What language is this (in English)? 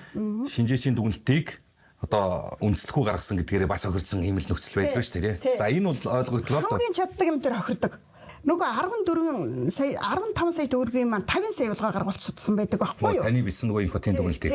Mongolian